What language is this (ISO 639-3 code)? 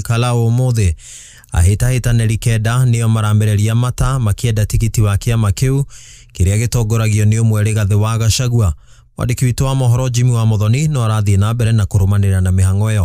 kik